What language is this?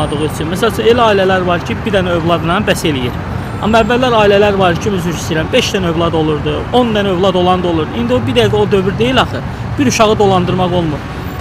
Azerbaijani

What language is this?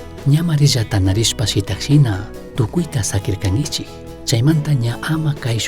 Chimborazo Highland Quichua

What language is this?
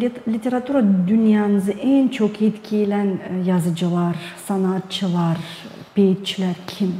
Gagauz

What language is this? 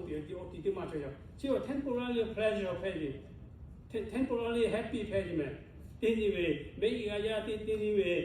Lahu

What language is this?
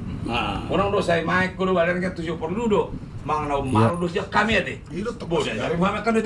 Batak Toba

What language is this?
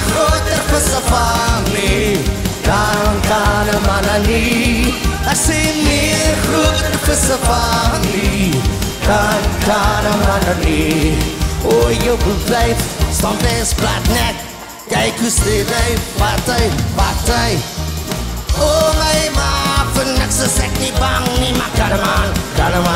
Afrikaans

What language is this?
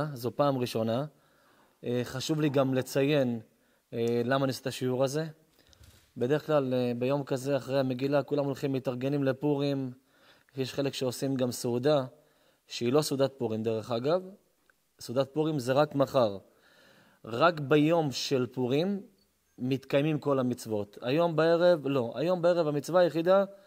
Hebrew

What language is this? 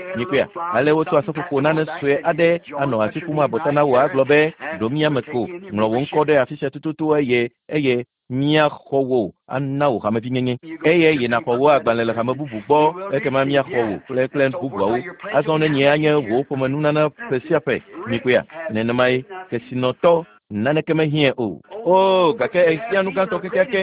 Ewe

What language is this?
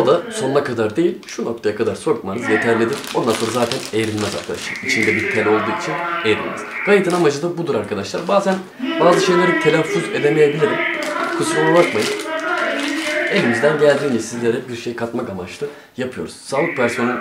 Turkish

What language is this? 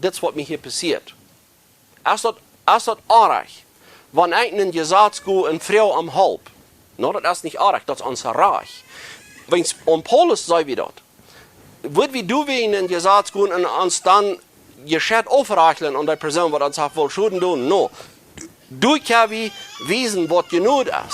Plautdietsch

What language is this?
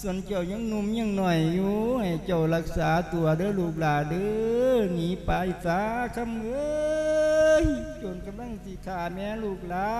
Lao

